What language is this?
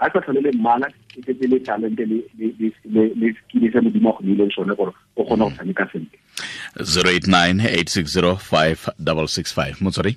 Tswana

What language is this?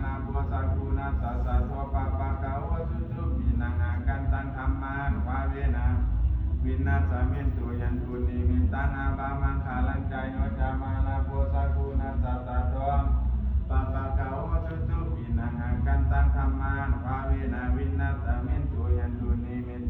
Pali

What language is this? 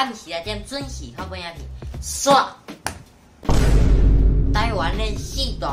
Min Nan Chinese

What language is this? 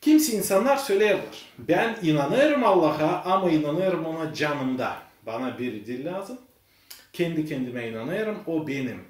Gagauz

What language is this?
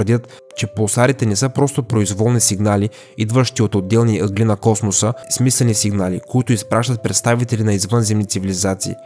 Bulgarian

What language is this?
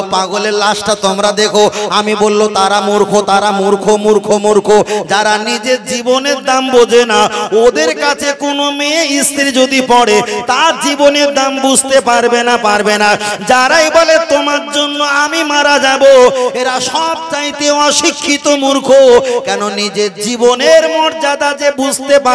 Bangla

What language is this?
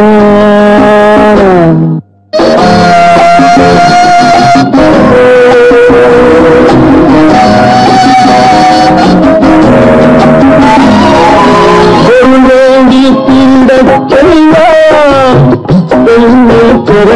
Tamil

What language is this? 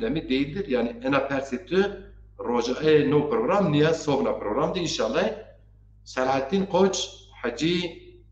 Zaza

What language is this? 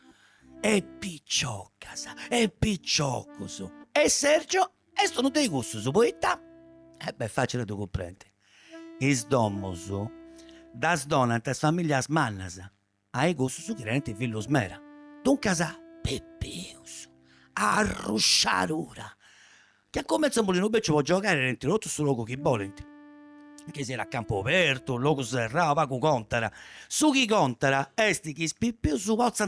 Sardinian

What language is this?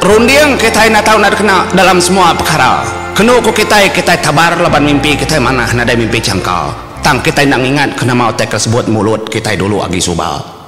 Iban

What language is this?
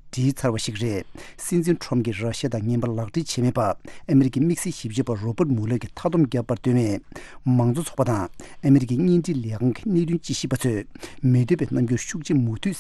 Tibetan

